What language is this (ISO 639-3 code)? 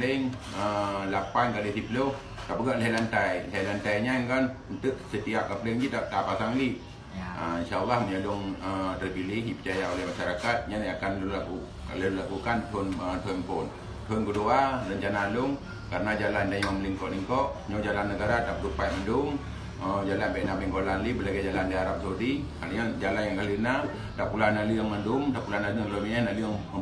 ace